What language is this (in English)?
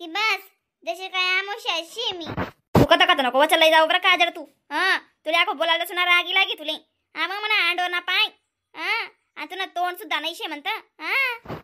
Khandesi